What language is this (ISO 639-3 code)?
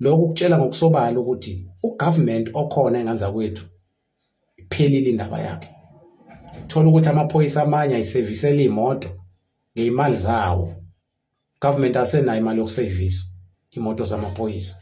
zul